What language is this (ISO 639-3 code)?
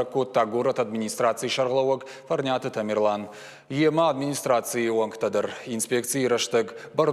oss